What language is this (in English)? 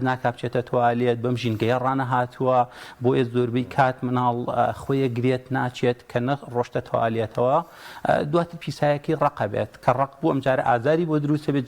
Central Kurdish